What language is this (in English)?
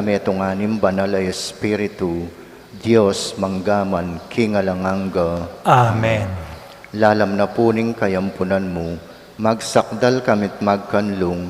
Pampanga